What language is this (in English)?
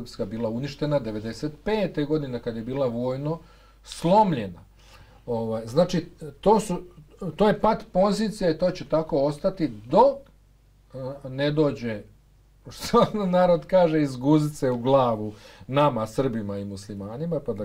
Bosnian